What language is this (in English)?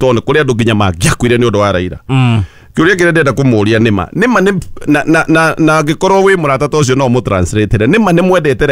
Kikuyu